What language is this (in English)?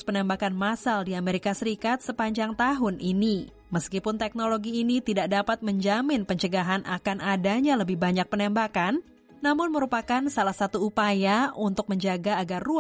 Indonesian